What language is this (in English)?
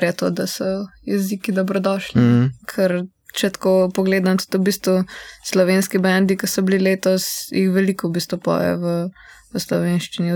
Slovenian